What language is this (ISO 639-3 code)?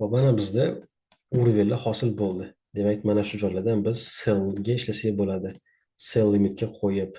uzb